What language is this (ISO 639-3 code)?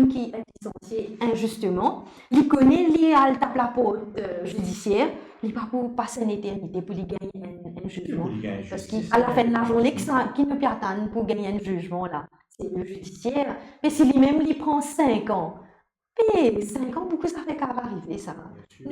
mfe